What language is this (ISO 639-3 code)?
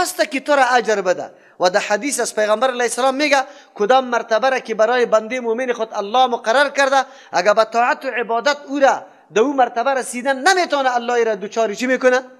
fas